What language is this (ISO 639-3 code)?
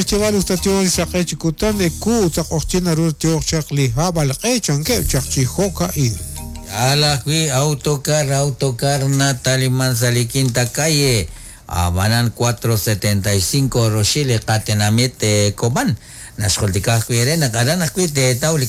kek